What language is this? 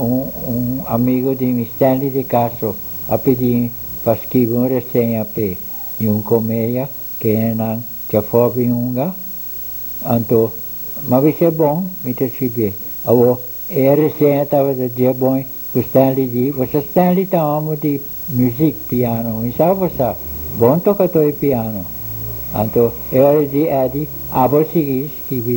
Papiamento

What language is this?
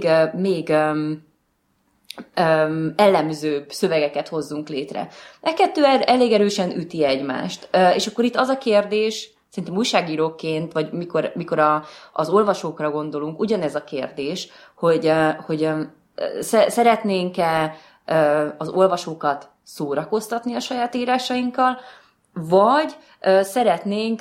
Hungarian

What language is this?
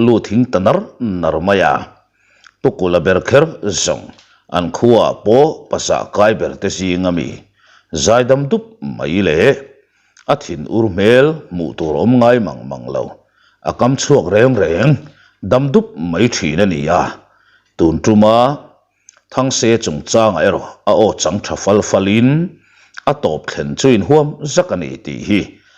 Mizo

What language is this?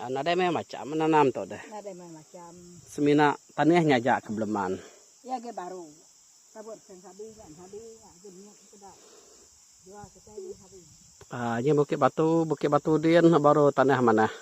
Iban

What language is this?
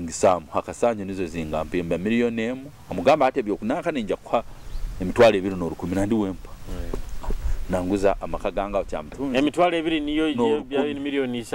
Nyoro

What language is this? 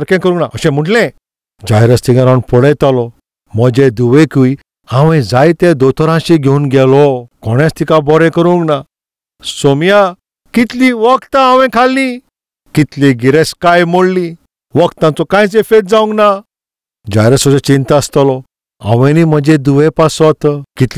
Konkani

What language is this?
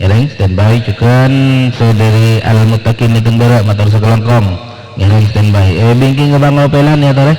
Madurese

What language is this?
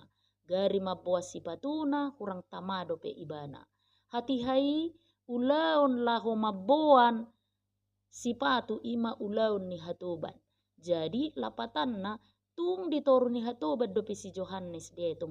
Batak Toba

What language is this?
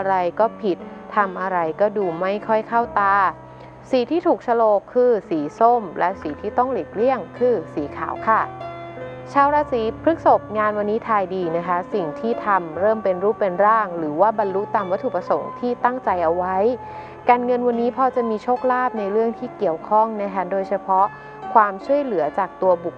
Thai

